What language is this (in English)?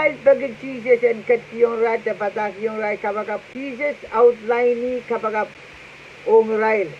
Pohnpeian